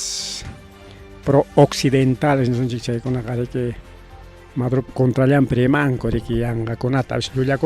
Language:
Ayacucho Quechua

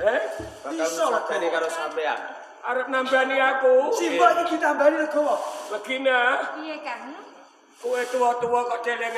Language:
Javanese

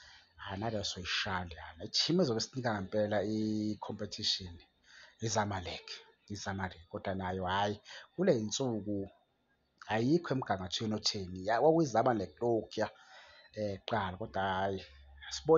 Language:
Zulu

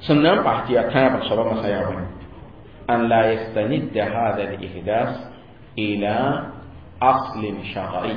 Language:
Mossi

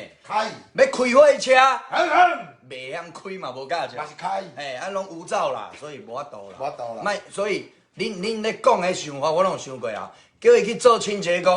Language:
Min Nan Chinese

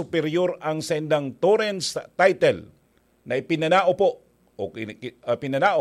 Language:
Bikol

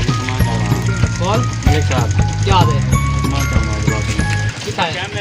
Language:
Saraiki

